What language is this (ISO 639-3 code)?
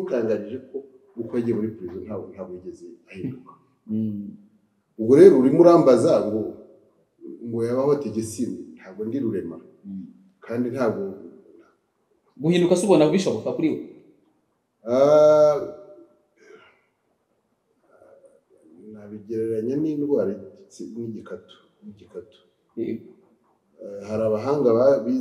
kin